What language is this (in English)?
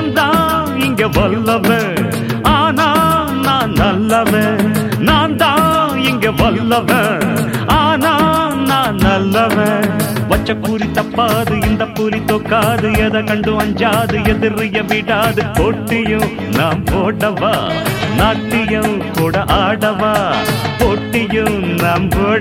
Tamil